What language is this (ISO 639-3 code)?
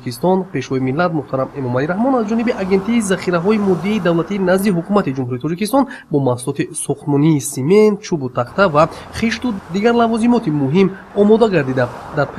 tgk